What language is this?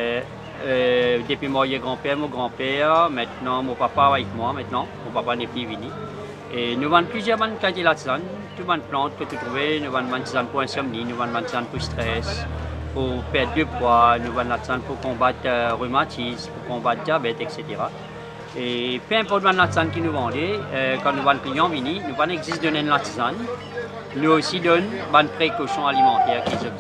Morisyen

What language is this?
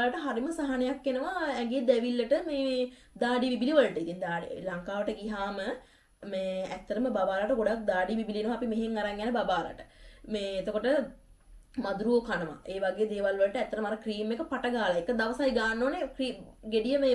Sinhala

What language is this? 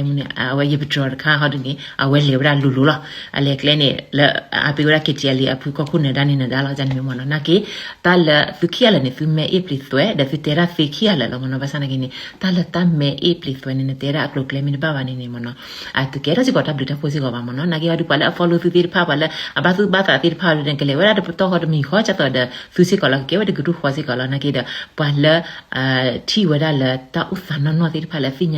S'gaw Karen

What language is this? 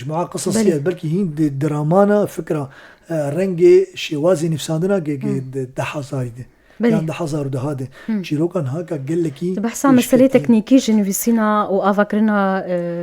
Kurdish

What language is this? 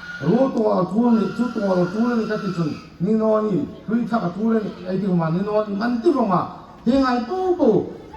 Hmar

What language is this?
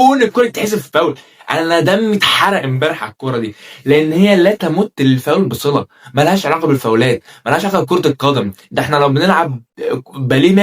Egyptian Arabic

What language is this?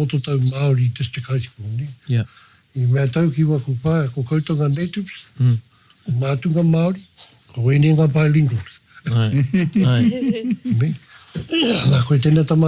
Māori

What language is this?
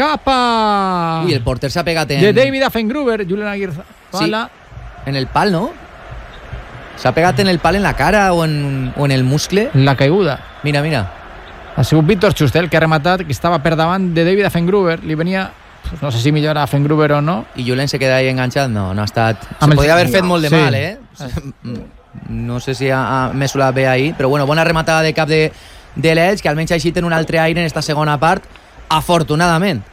Catalan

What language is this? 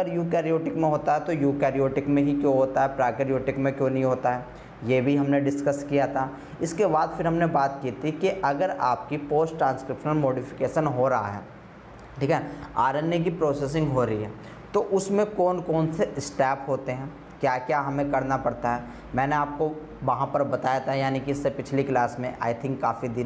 Hindi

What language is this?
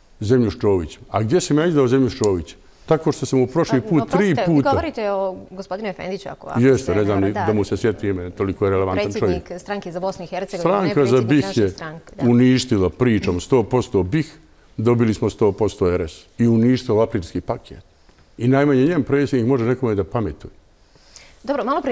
Bosnian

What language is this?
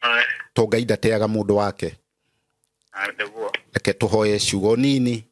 Kikuyu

